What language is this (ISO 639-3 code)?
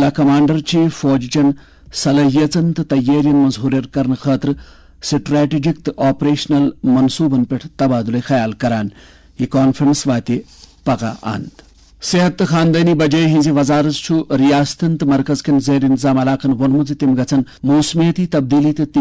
kas